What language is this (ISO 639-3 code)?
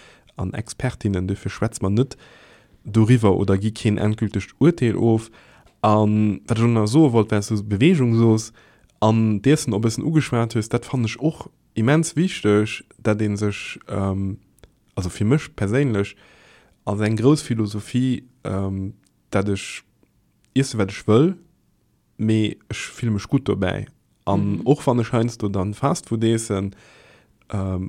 ltz